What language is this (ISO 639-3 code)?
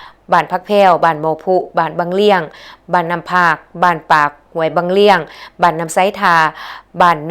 lao